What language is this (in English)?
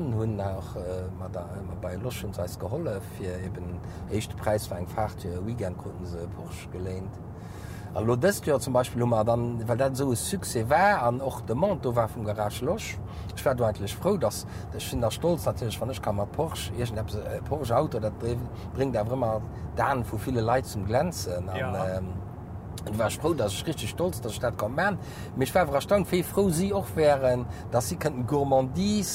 Luxembourgish